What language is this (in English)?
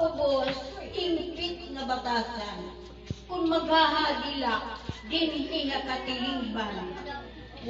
Waray